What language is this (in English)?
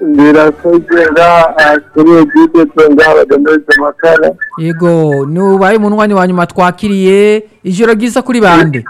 Rundi